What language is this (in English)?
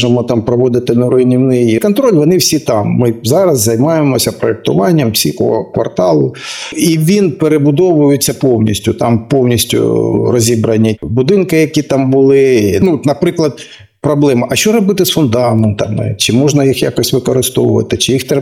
Ukrainian